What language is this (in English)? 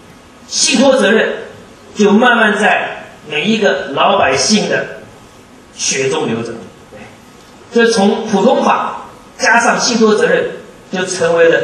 Chinese